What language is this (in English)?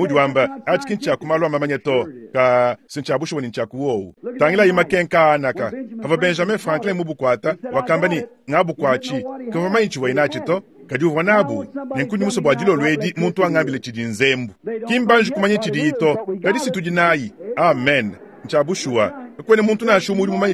Luba-Lulua